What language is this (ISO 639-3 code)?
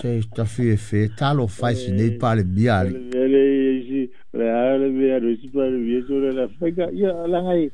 smo